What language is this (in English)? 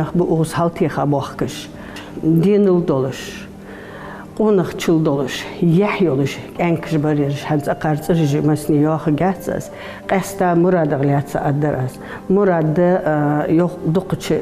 Ingush